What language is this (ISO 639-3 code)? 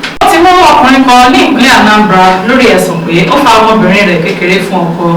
yor